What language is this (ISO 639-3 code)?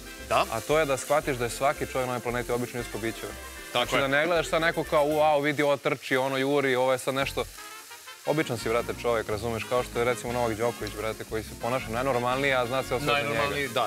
srp